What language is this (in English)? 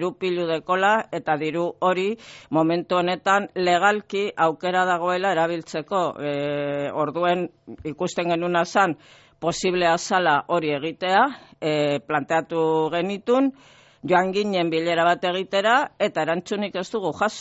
Basque